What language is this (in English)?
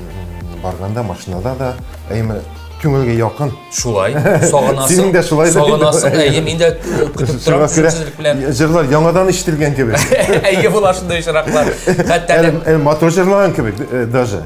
Tatar